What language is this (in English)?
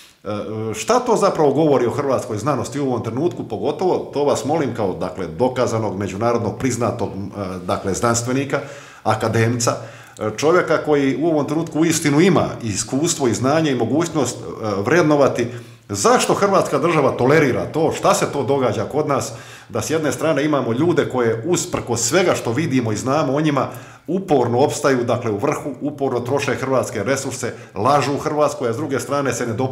Croatian